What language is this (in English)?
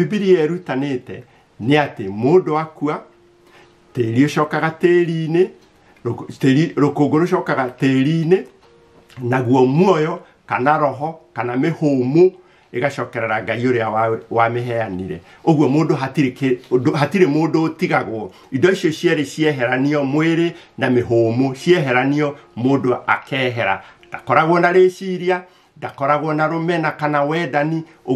Kikuyu